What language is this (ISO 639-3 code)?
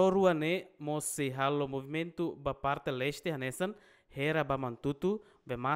tet